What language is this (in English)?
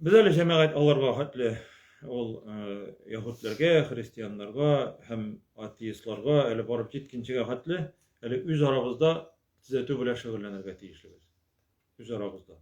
Tatar